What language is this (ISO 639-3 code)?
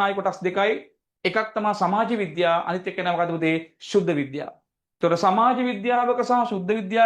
sin